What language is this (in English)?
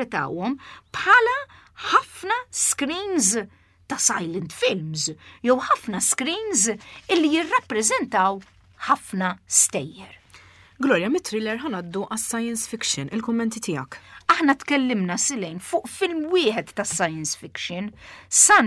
Maltese